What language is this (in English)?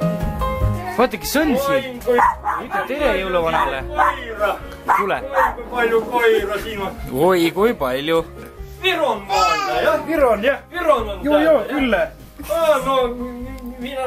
Estonian